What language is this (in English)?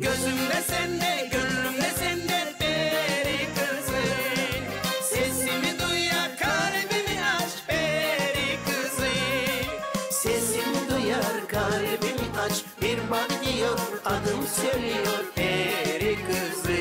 Gagauz